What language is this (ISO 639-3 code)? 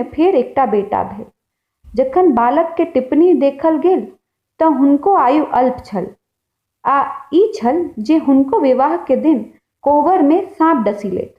mai